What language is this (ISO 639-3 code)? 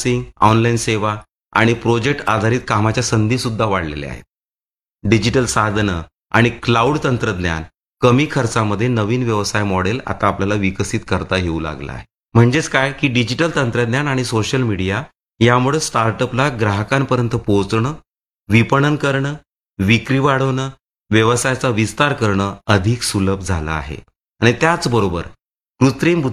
mar